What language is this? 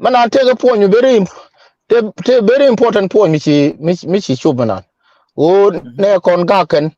Nuer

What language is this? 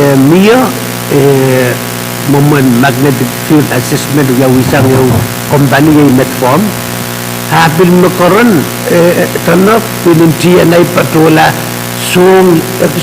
Pohnpeian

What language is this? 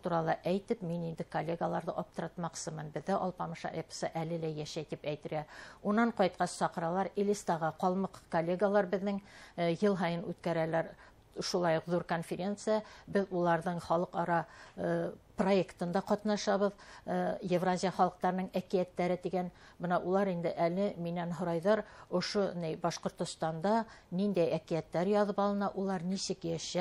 Bashkir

